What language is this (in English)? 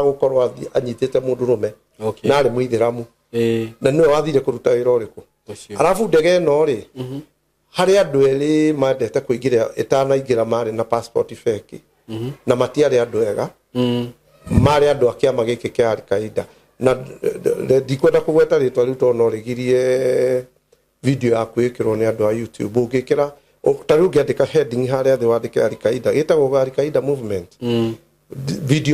Kikuyu